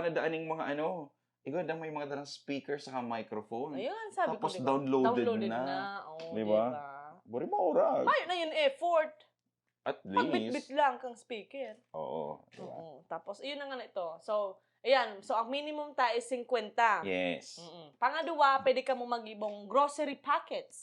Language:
Bikol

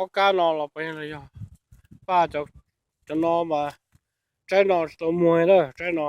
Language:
Hmong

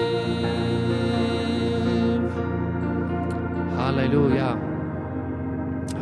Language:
Estonian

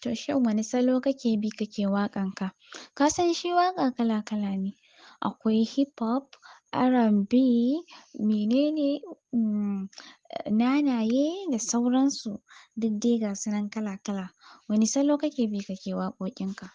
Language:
Hausa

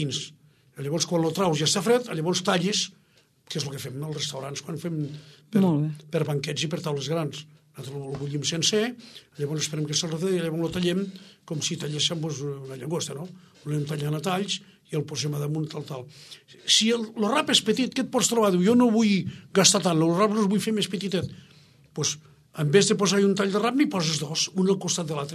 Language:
Catalan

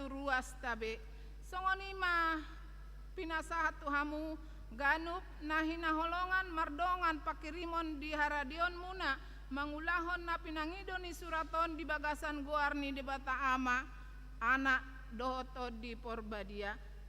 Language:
Batak Toba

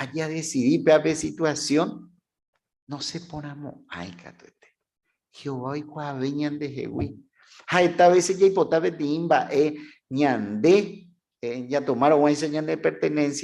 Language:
Guarani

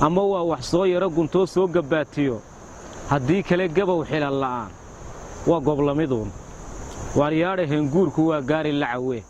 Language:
Somali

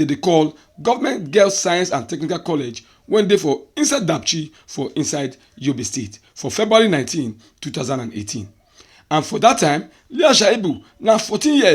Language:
Nigerian Pidgin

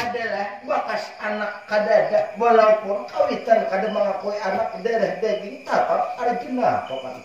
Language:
Banjar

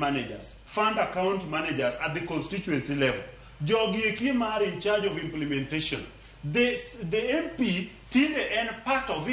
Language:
Luo (Kenya and Tanzania)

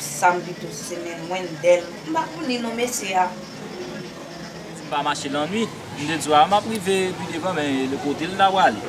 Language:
Haitian Creole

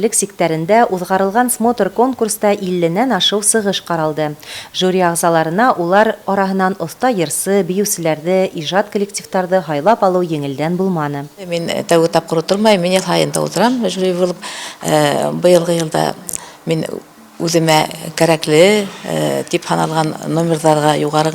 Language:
Bashkir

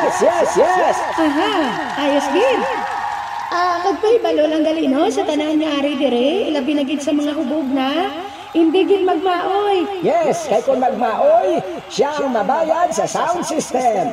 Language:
Hiligaynon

